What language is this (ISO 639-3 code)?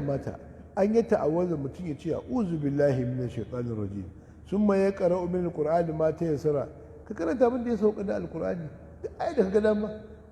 hau